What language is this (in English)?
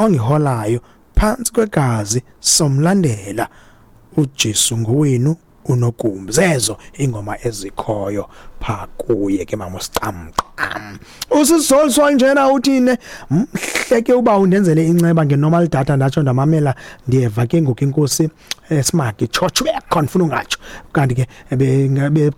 Xhosa